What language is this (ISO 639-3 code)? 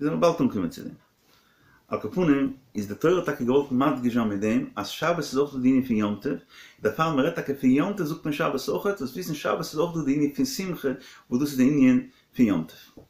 yid